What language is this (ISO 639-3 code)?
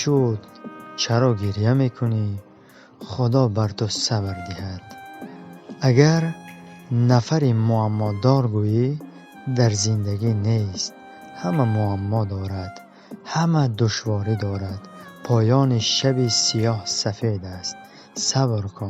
tgk